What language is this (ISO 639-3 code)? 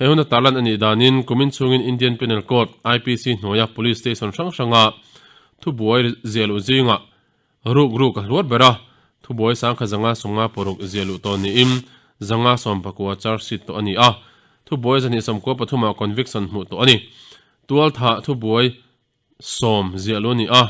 lus